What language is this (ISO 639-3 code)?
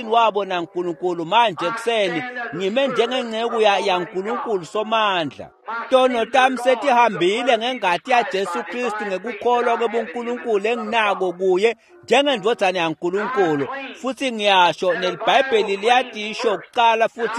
ssw